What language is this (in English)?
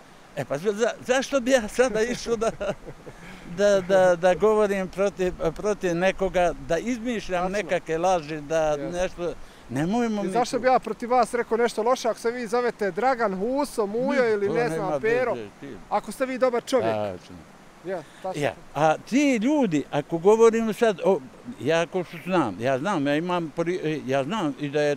Bosnian